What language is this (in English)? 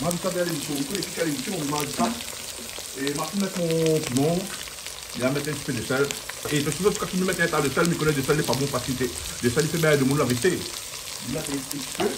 Réunion Creole French